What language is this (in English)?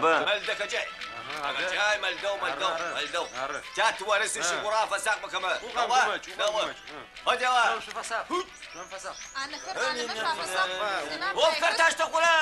Adyghe